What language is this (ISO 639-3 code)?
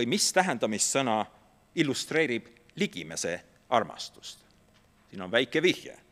est